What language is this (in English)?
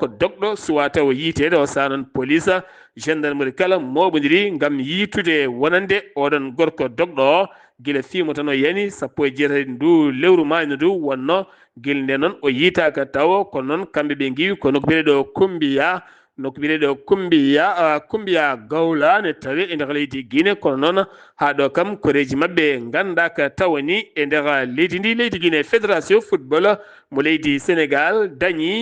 Fula